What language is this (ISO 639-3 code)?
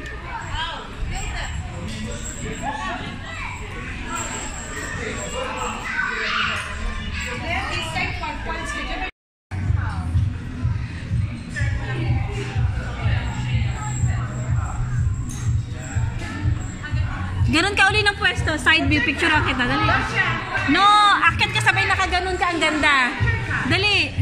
fil